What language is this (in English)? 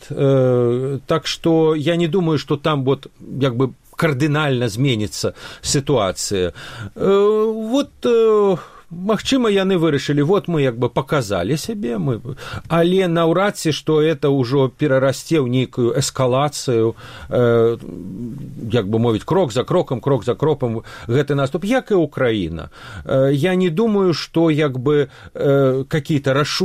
Belarusian